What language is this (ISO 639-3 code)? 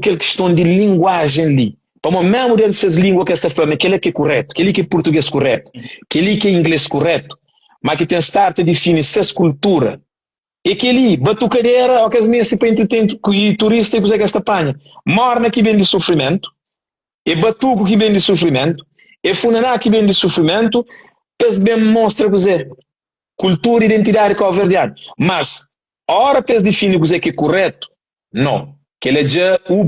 kea